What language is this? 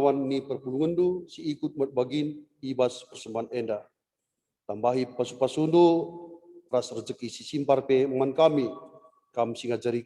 Batak Karo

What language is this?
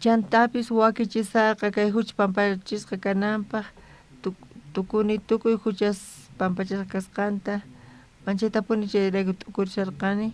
South Bolivian Quechua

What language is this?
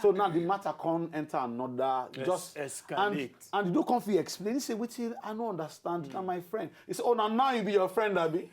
Nigerian Pidgin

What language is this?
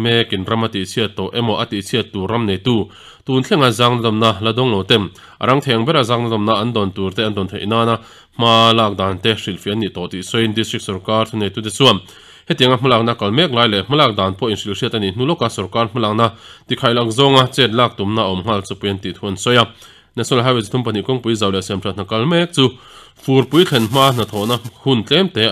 Mizo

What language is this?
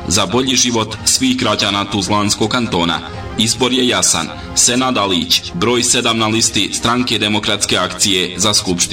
Bosnian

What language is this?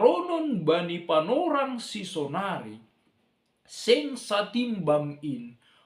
Batak Simalungun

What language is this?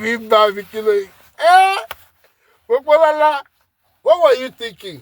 Yoruba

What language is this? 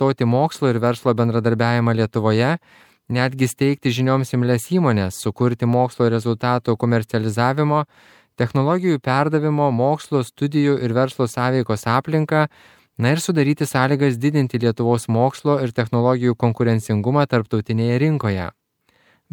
Lithuanian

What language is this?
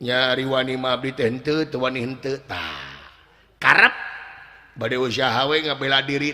Sundanese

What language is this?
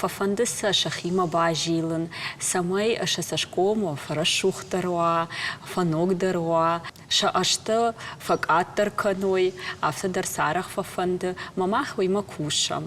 Ossetic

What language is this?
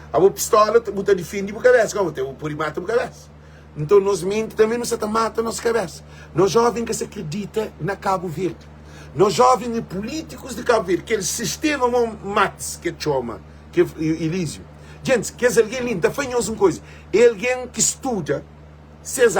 Kabuverdianu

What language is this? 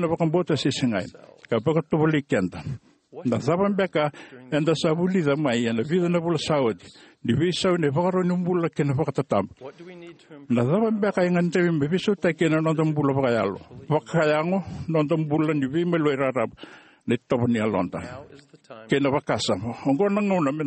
Fijian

